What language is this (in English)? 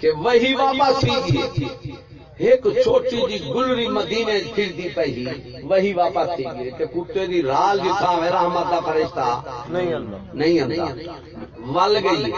Saraiki